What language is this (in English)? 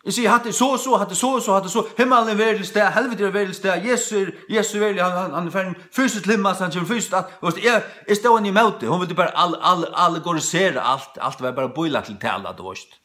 Faroese